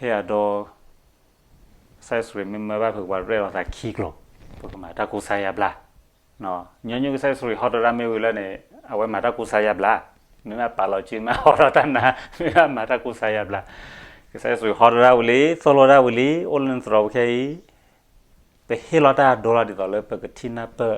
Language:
S'gaw Karen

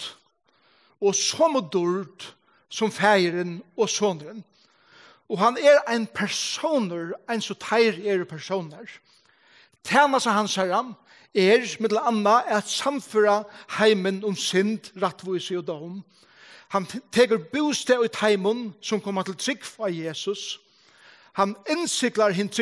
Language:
Faroese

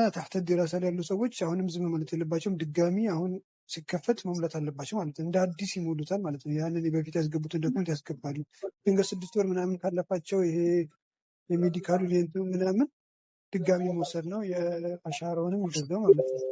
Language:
Amharic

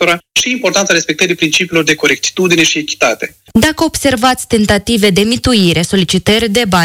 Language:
Romanian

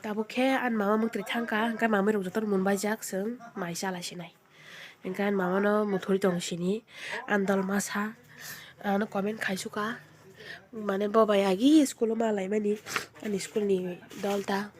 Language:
Kok Borok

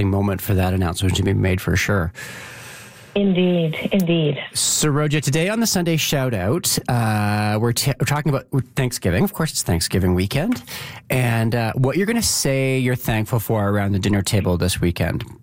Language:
English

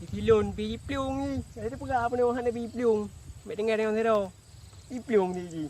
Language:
Achinese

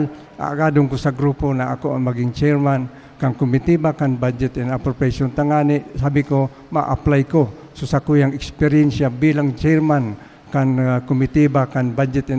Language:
Bikol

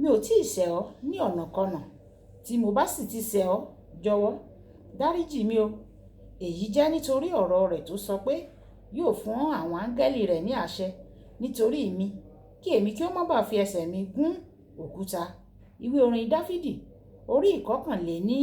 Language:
Yoruba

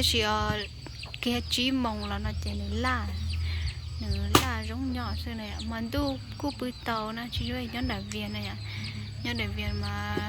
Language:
Hmong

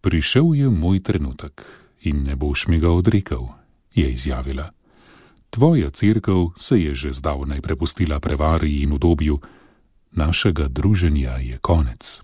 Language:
Slovenian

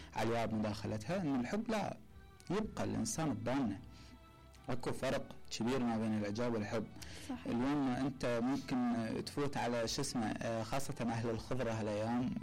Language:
Mesopotamian Arabic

